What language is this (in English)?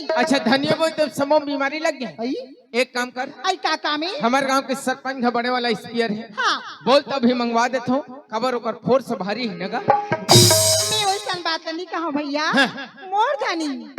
Chhattisgarhi